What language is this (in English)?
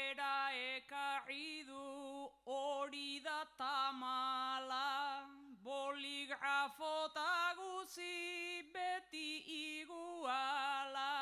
Basque